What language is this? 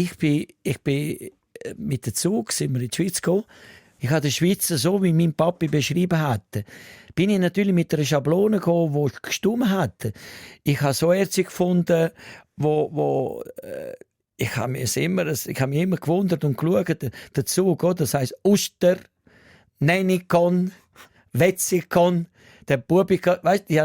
Swiss German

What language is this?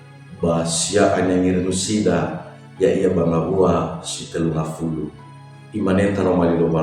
Nias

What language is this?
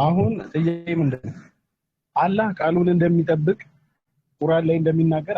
Amharic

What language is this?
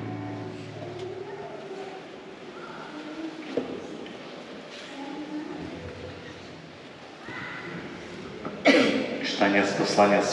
Ukrainian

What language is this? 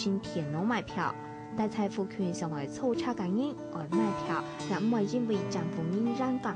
Hakka Chinese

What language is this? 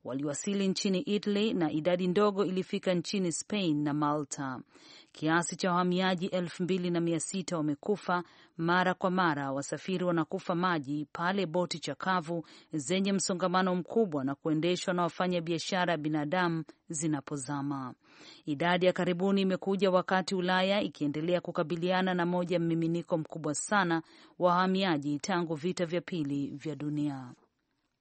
Swahili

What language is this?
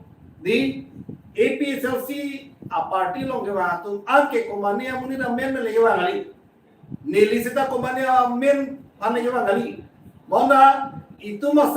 Karbi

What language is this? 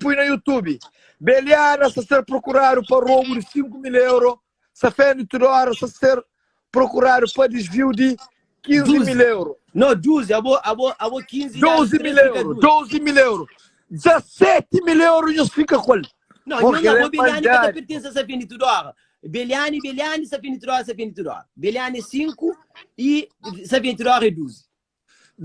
Kabuverdianu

